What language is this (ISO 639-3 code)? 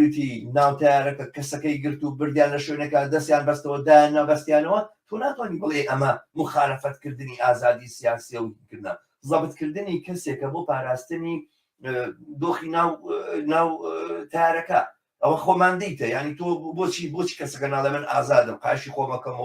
ckb